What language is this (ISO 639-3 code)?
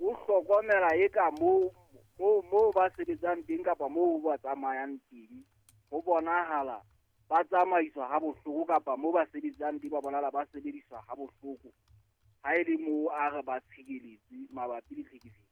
sot